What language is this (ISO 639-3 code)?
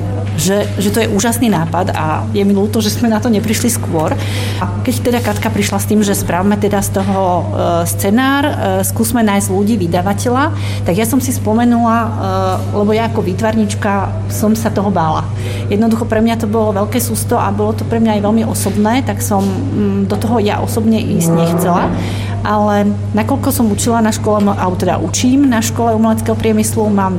slk